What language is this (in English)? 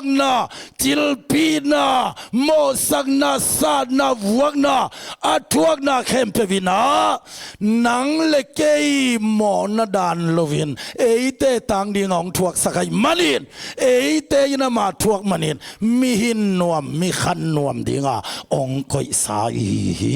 Tedim Chin